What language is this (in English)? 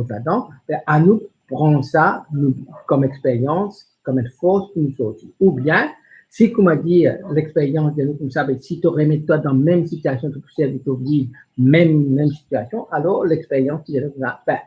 Morisyen